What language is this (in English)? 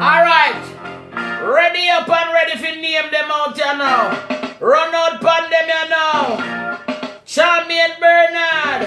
Jamaican Creole English